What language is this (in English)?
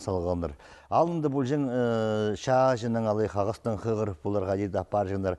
Khakas